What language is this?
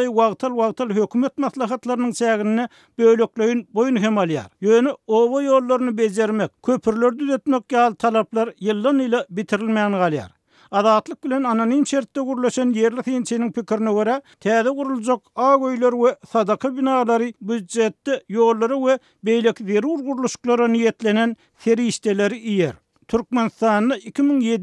Turkmen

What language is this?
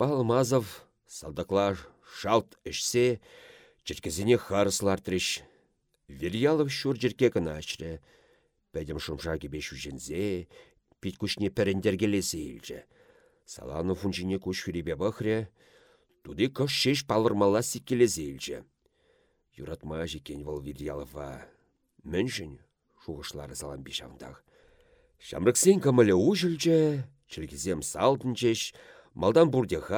Chuvash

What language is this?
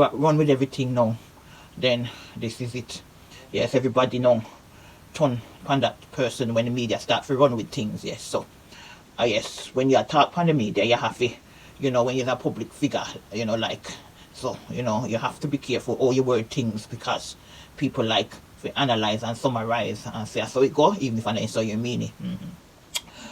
Jamaican Creole English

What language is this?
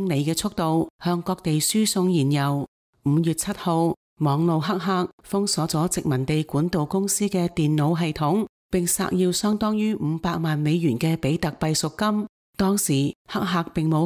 Cantonese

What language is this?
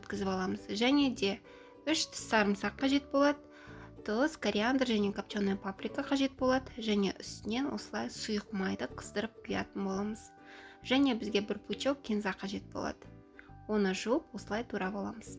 Kazakh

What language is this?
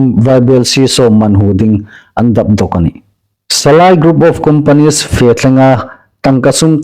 Hmar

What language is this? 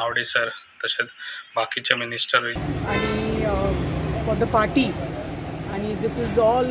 Konkani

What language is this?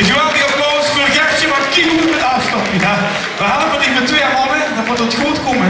Limburgish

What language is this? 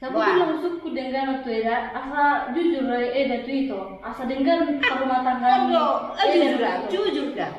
Batak Toba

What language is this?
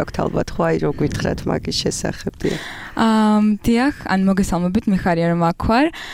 Georgian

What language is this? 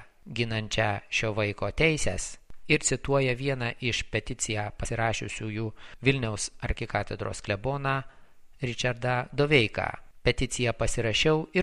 Lithuanian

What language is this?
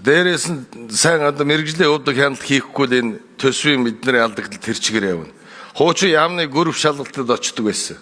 Mongolian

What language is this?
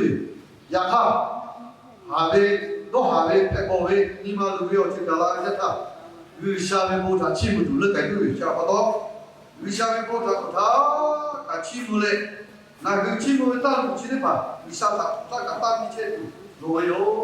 Lahu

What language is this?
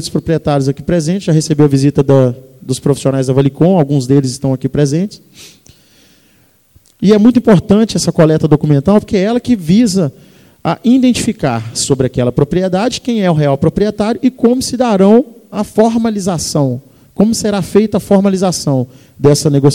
Portuguese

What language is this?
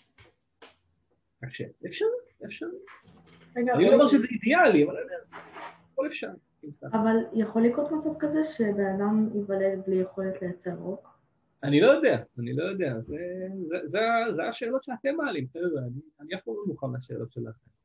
Hebrew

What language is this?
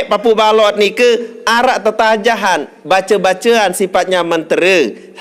Sasak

